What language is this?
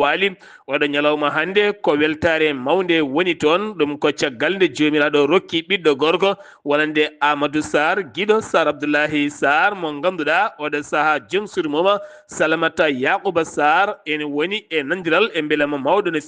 Fula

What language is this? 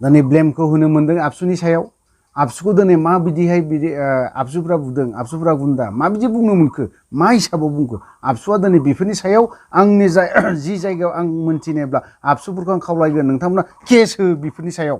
Bodo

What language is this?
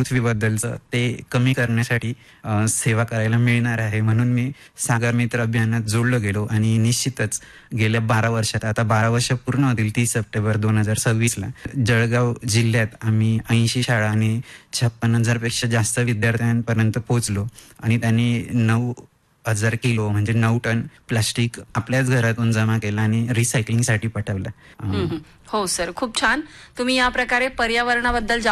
Marathi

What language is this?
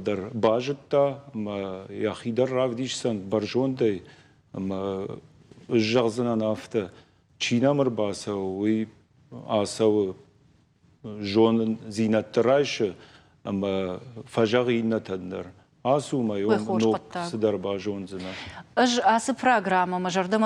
Ossetic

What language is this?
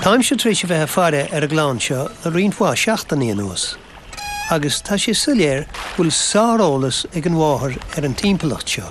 Irish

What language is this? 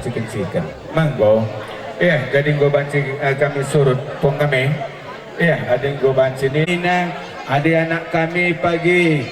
Batak Karo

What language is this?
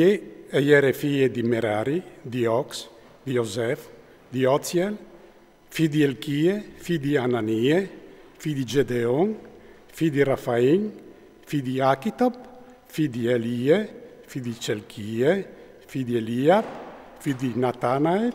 Friulian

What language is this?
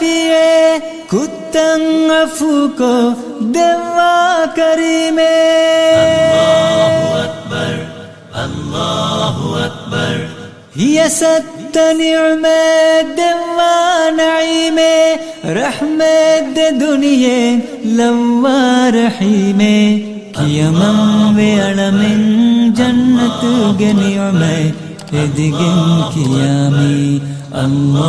Divehi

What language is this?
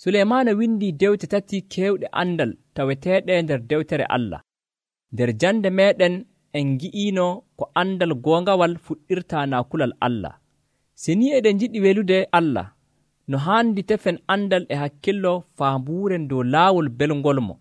Nigerian Fulfulde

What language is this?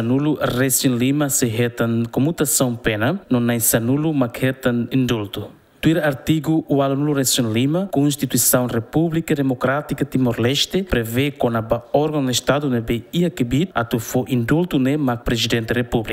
Tetum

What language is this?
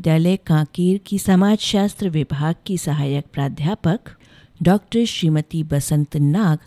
Hindi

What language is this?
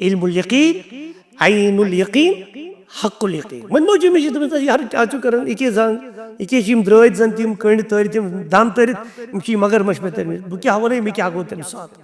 Kashmiri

